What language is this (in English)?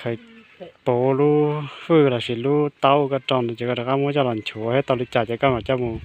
Hmong